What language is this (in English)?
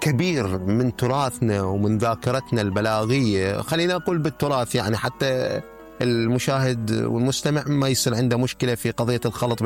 Mesopotamian Arabic